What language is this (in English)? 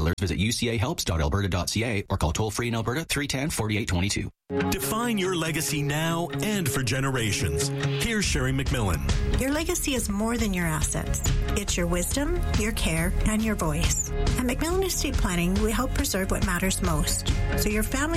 English